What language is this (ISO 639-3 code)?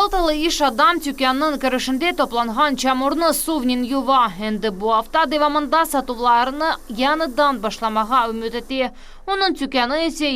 crh